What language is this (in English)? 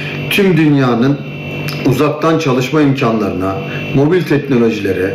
Turkish